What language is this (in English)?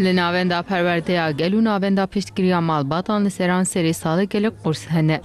Kurdish